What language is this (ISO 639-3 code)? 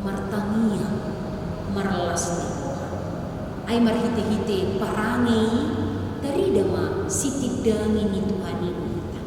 bbc